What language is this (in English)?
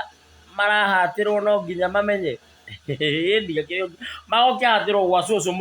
Kikuyu